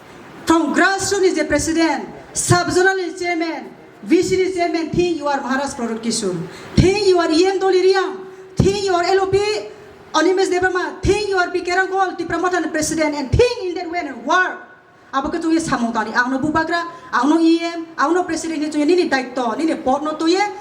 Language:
Kok Borok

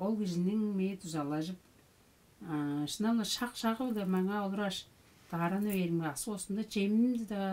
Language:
Tuvinian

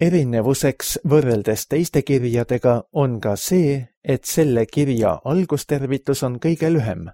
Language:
Estonian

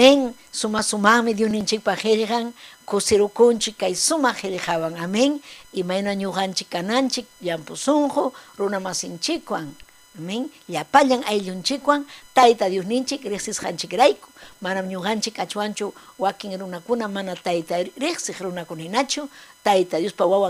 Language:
Ayacucho Quechua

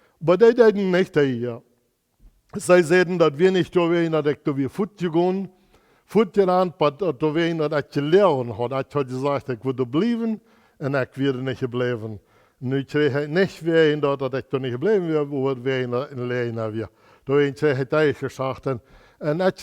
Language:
Plautdietsch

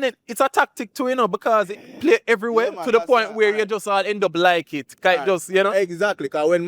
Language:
Jamaican Creole English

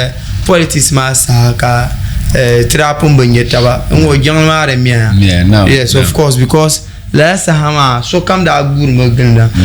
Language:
Dagbani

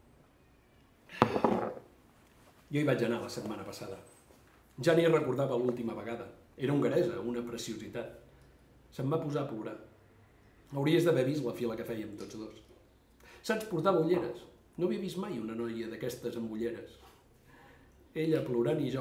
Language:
Catalan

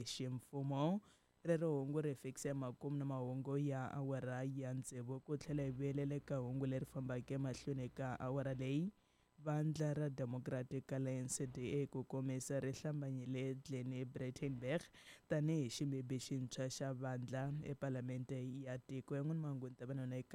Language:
Tsonga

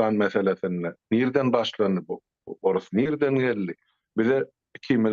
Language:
Turkmen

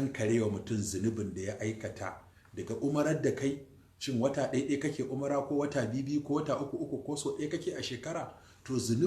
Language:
Hausa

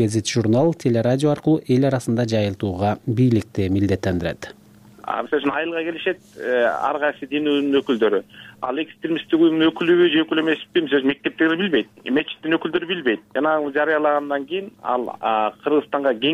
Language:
Kyrgyz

